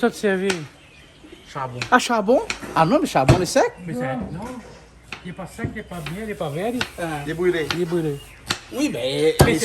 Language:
Réunion Creole French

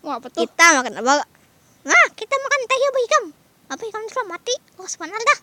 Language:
Banjar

